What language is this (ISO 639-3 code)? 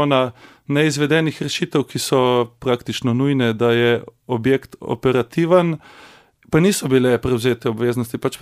slv